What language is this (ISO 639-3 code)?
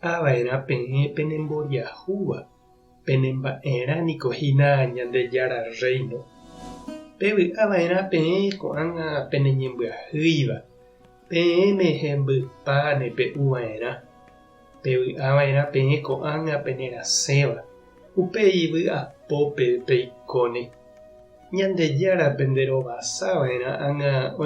grn